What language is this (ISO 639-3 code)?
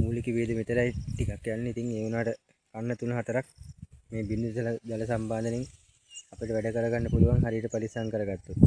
sin